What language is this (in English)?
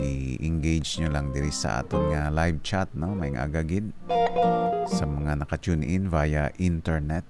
Hiligaynon